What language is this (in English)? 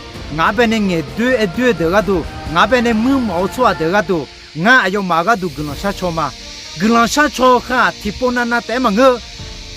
Akha